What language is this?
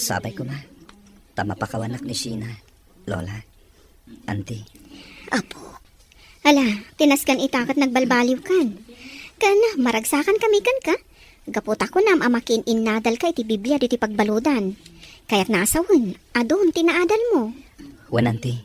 Iloko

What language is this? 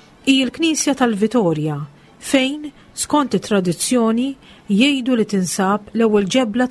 Maltese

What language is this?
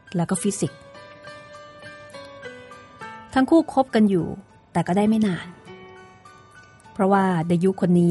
Thai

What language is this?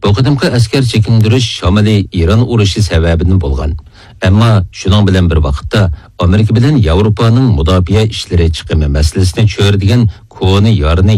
Uyghur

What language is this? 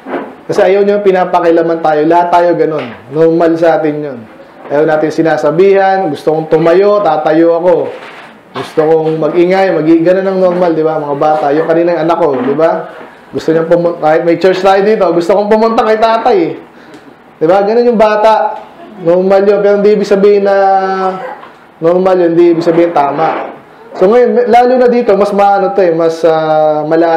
Filipino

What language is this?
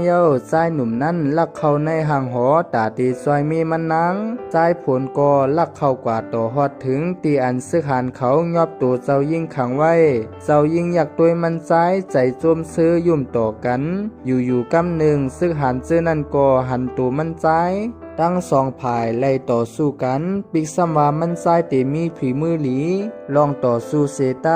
Shan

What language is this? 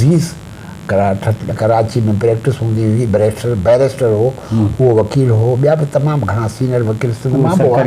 Sindhi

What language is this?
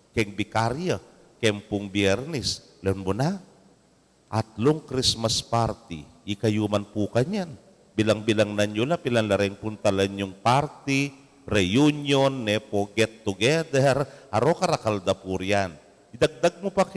Pampanga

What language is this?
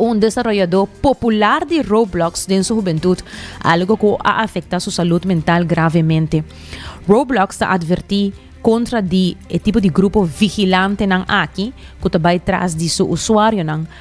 Papiamento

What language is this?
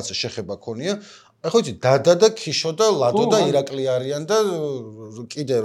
Georgian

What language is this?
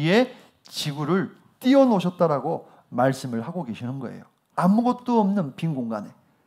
Korean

